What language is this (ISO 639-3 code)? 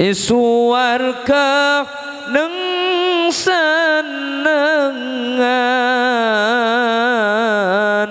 mad